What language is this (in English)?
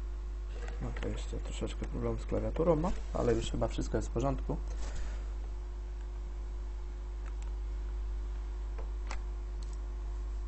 Polish